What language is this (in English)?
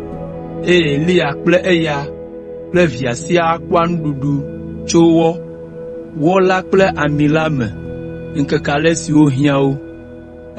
Ewe